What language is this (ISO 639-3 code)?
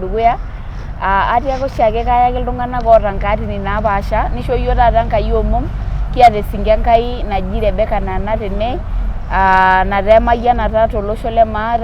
mas